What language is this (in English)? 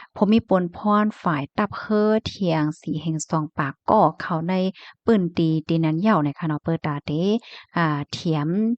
Shan